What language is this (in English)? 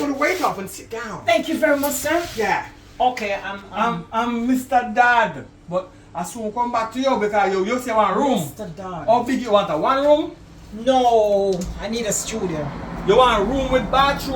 Jamaican Creole English